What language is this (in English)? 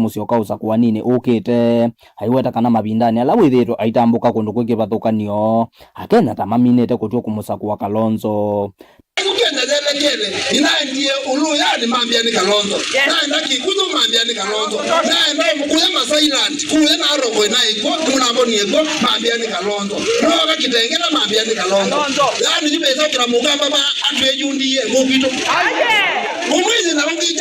Kamba